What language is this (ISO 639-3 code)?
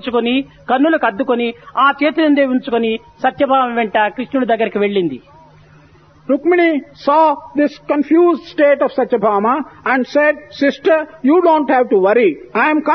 tel